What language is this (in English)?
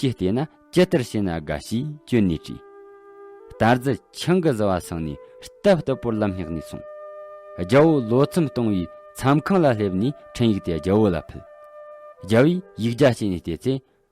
Tibetan